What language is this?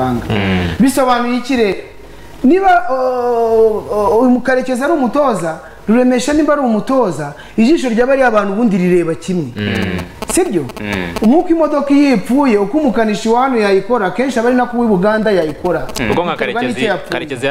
Kinyarwanda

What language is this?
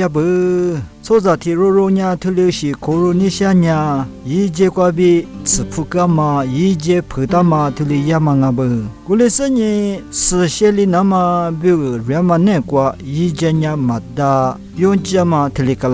Lisu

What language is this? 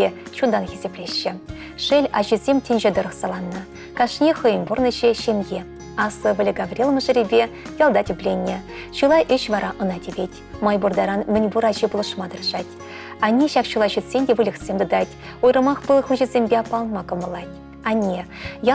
Chuvash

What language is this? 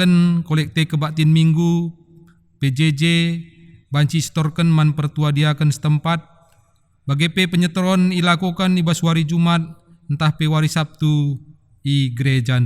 Batak Karo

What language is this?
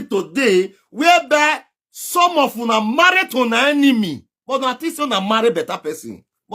Nigerian Pidgin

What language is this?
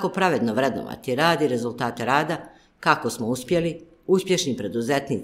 Bosnian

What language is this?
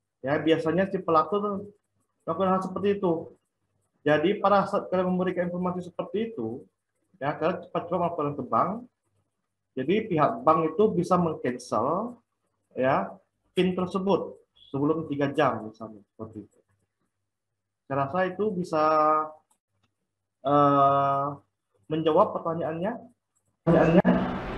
Indonesian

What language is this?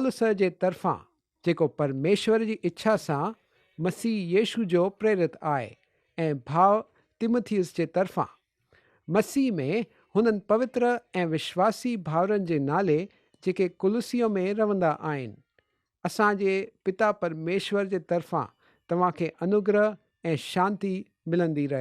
Sindhi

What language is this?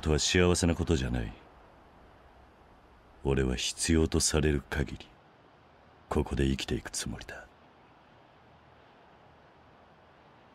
Japanese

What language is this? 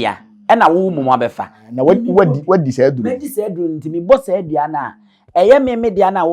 Akan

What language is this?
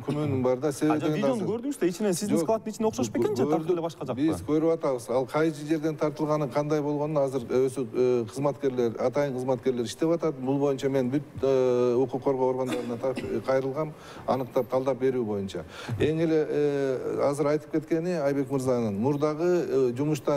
Kyrgyz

